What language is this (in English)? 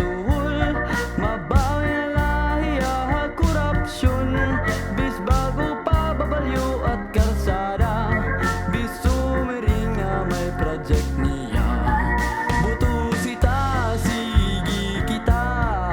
Waray